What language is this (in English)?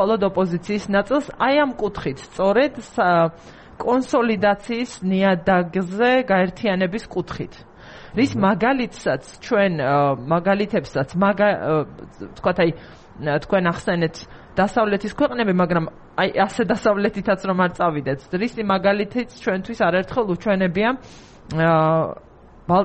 Georgian